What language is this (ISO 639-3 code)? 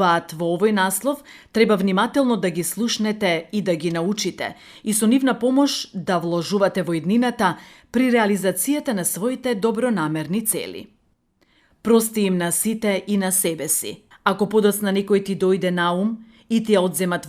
mkd